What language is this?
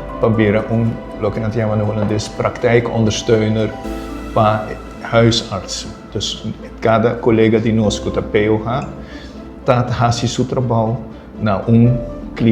Papiamento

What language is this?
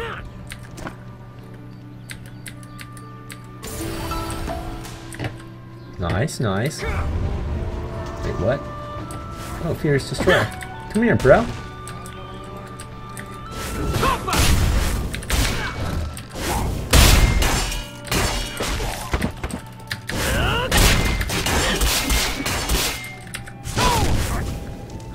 English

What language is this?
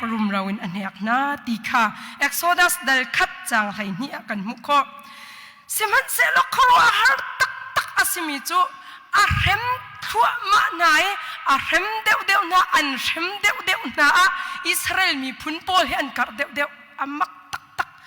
Hakha Chin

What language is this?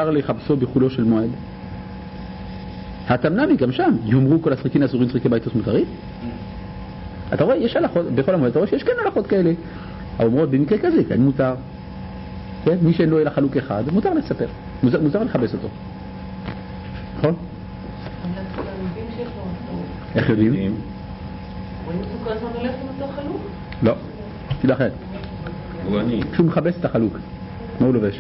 Hebrew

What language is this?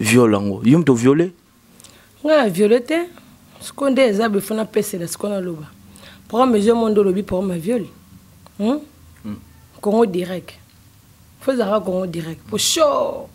Lingala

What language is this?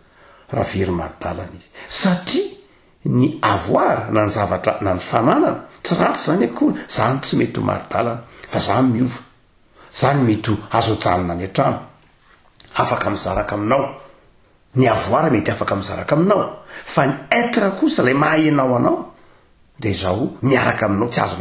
Malagasy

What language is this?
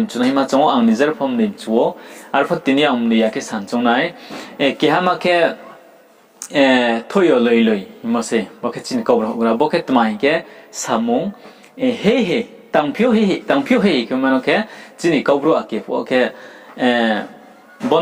Riang (India)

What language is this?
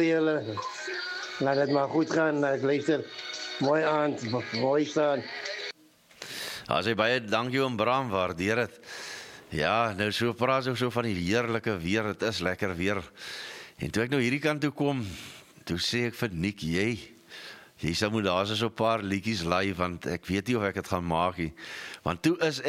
Afrikaans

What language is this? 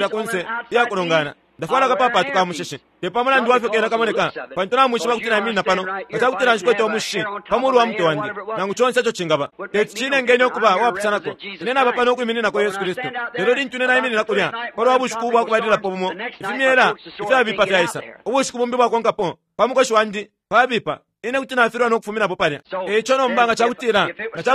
Bemba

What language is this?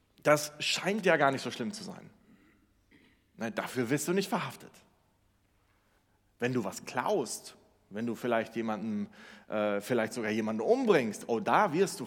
German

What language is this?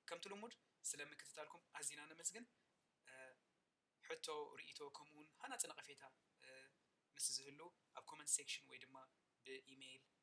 Tigrinya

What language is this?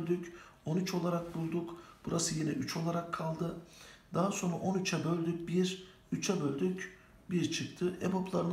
Turkish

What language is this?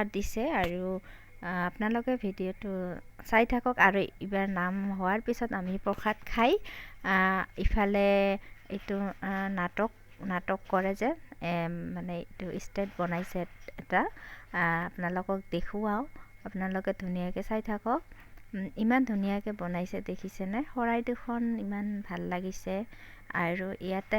Assamese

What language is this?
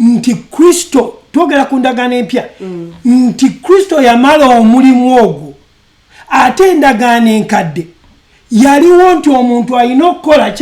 Ganda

